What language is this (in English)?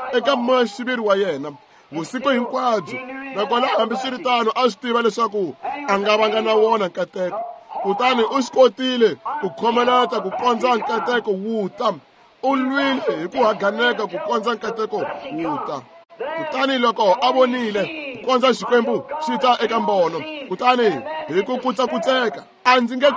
Tsonga